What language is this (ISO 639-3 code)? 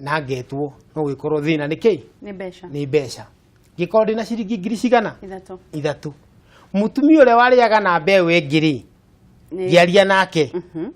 kik